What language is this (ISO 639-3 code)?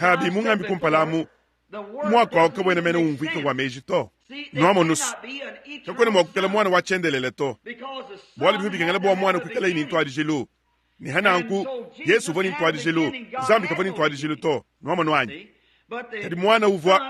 lua